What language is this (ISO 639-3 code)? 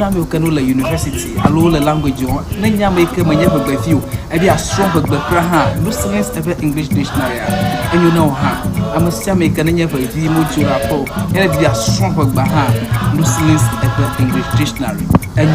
ewe